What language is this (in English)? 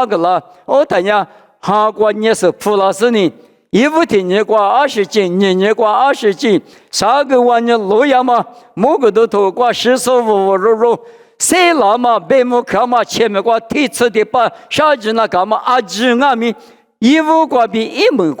Lisu